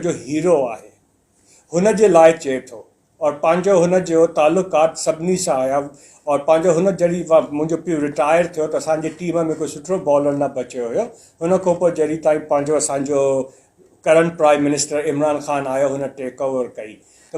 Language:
Sindhi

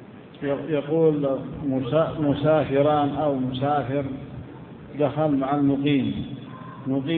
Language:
Arabic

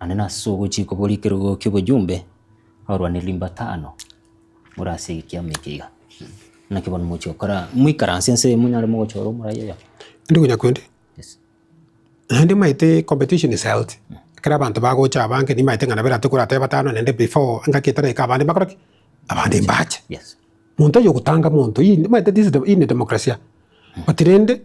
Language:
Gusii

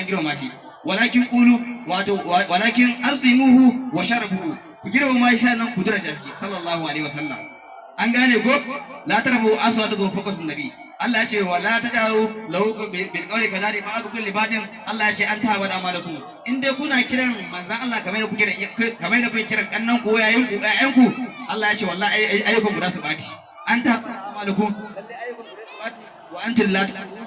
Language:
Hausa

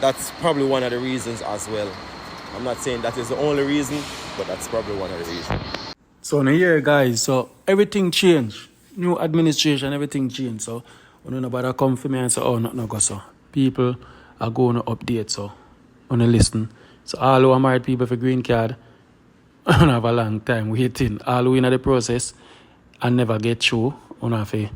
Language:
Jamaican Creole English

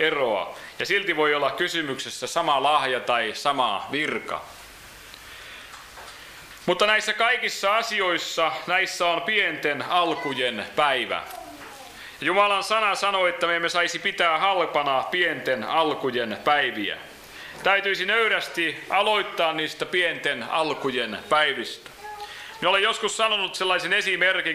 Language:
Finnish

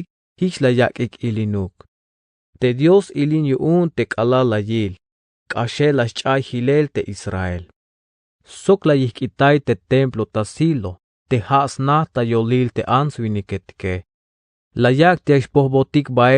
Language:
Tzeltal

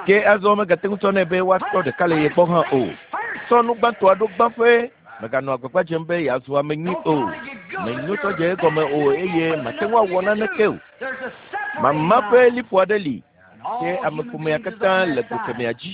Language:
Ewe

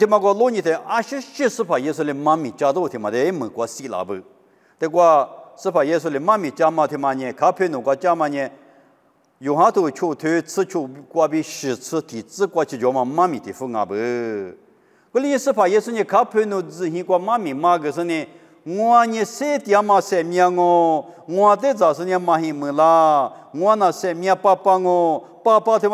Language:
Lisu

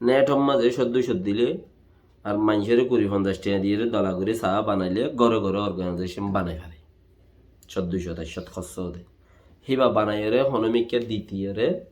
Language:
Rohingya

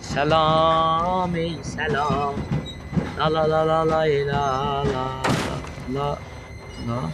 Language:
South Azerbaijani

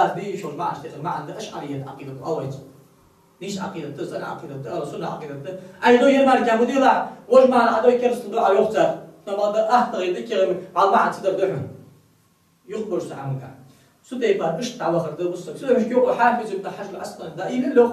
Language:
Ingush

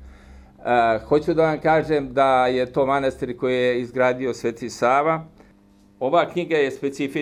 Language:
Serbian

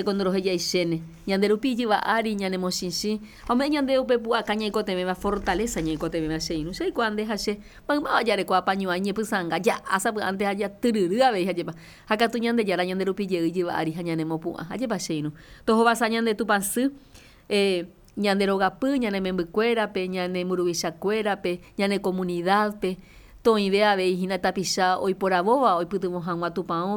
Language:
Guarani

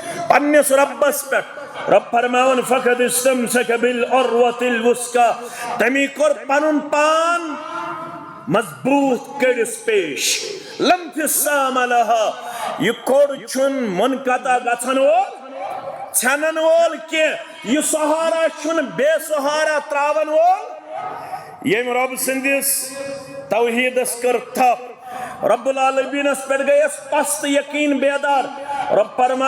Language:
Kashmiri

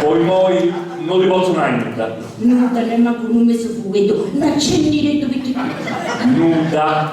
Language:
Sardinian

